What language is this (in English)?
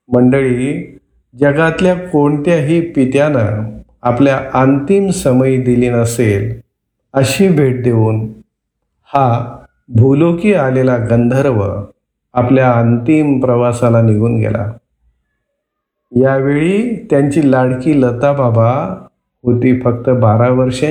Marathi